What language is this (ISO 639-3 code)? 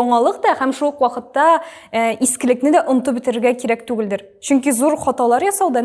tat